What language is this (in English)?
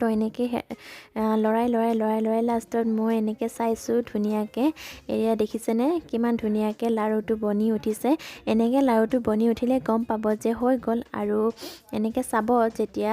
Assamese